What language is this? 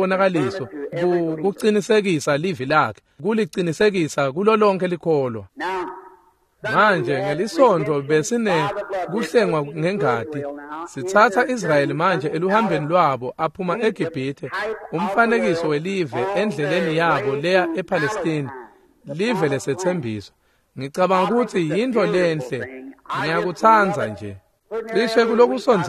Swati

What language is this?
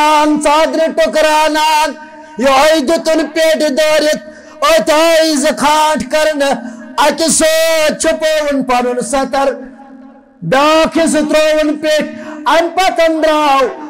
Kashmiri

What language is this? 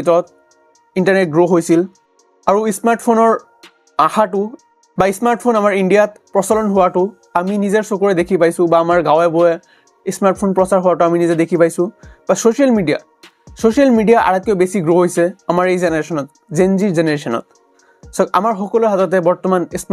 Assamese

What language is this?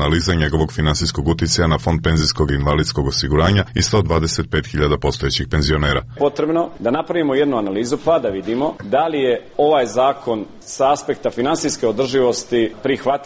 Serbian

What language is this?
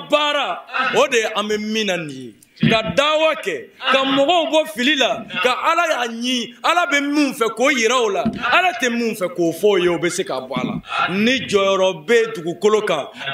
Bambara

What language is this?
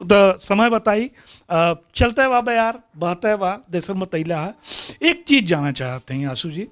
Bhojpuri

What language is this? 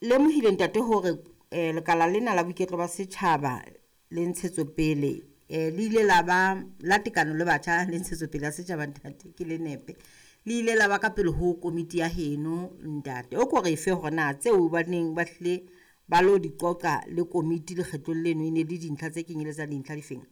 Southern Sotho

